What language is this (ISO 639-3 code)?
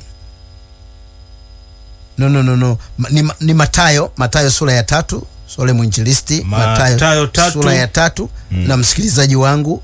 swa